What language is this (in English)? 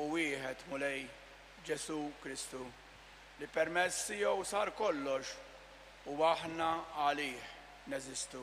Maltese